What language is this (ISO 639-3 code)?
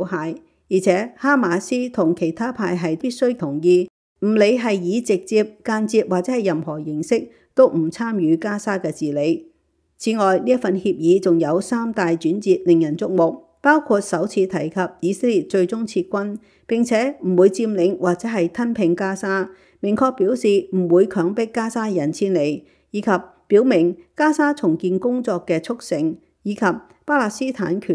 yue